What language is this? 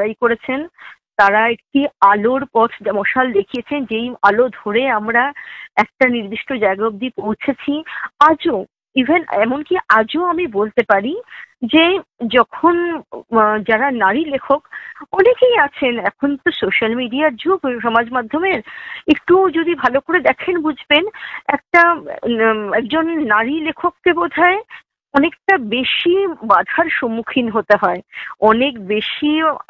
Bangla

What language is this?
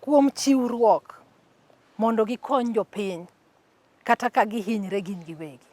Luo (Kenya and Tanzania)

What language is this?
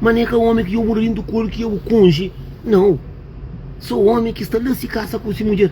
Kabuverdianu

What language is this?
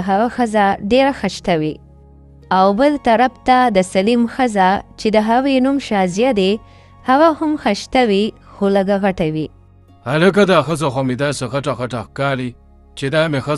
Pashto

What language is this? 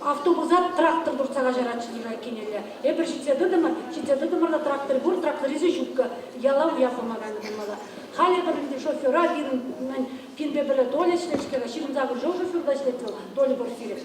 Chuvash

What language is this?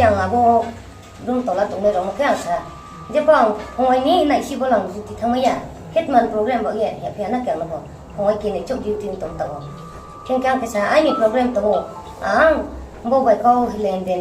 Riang (India)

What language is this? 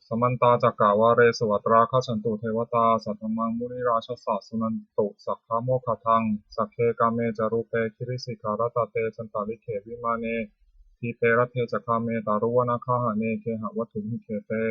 Pali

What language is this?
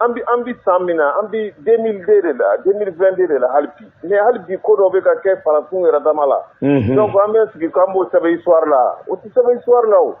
Bambara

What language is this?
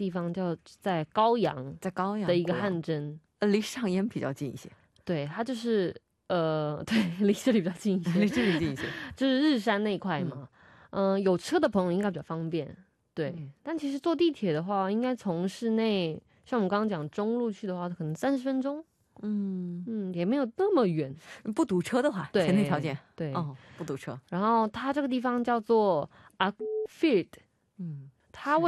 Chinese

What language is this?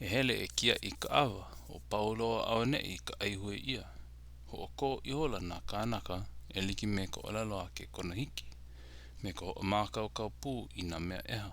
Hawaiian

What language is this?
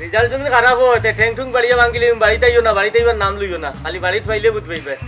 Sylheti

